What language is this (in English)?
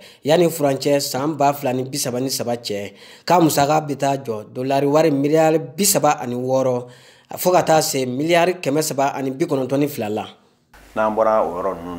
Bambara